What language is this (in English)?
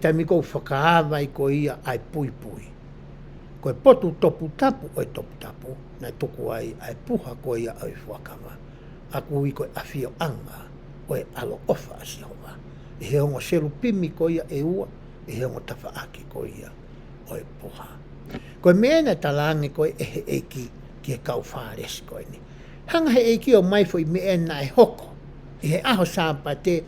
Tongan